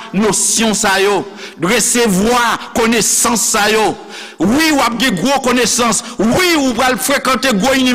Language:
Haitian Creole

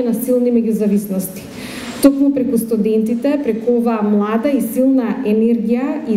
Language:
Macedonian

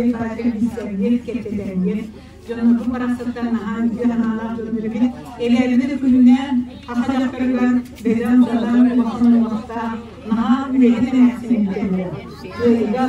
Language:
Yakut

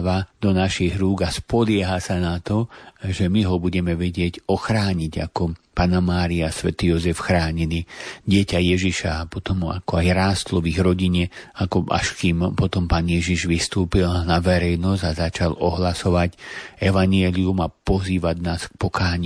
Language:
Slovak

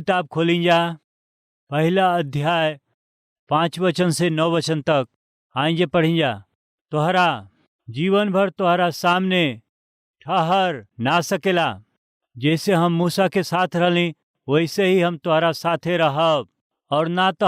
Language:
Bhojpuri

